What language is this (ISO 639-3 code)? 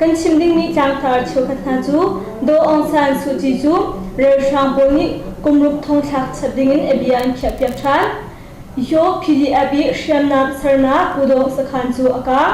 cnh